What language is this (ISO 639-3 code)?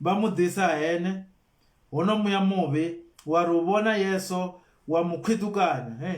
ven